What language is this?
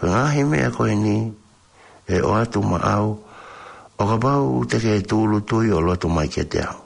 Tongan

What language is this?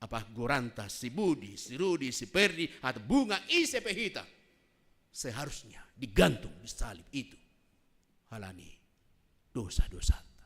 Batak Simalungun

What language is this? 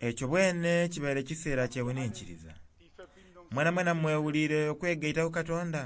Soga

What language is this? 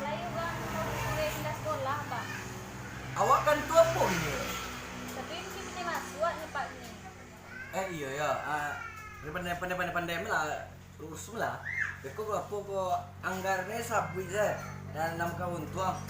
Minangkabau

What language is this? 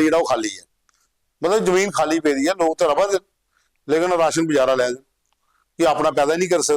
Dogri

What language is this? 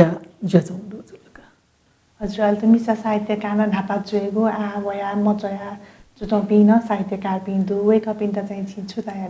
Newari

